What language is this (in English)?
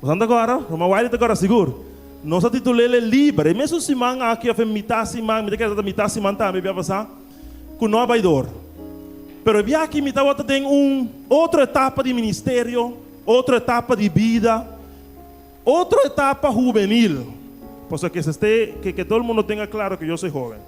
Papiamento